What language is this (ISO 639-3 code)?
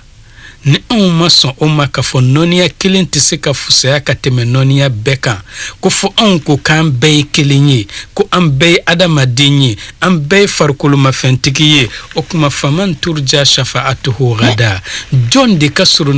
bam